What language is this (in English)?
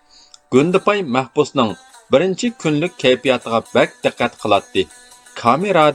Uyghur